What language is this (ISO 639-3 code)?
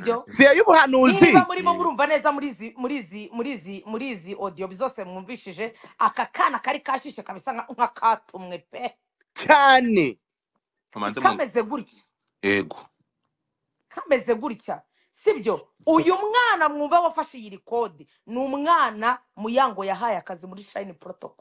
kin